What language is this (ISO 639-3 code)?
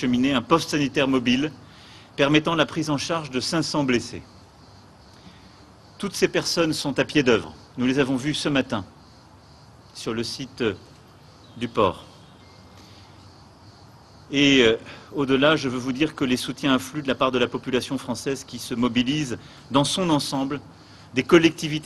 fra